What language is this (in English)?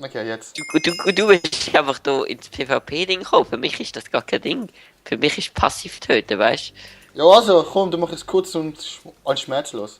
Swiss German